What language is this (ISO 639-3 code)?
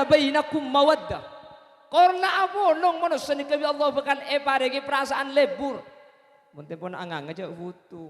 mad